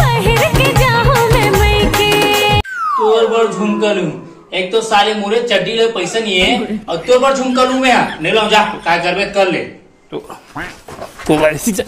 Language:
Chhattisgarhi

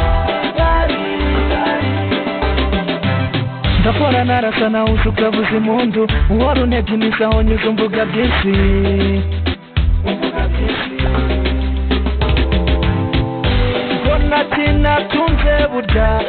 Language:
Kinyarwanda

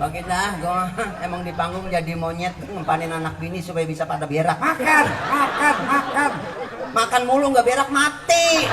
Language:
Betawi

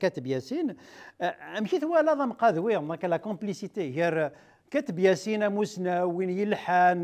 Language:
Kabyle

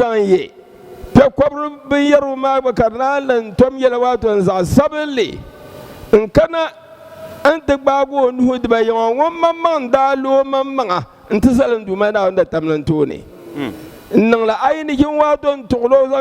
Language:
Dagbani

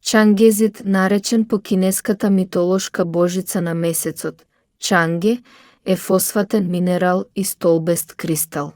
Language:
Macedonian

